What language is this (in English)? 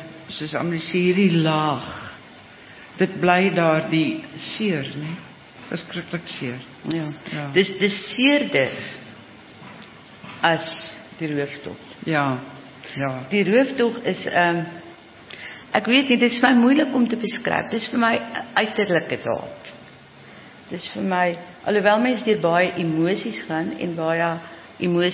Afrikaans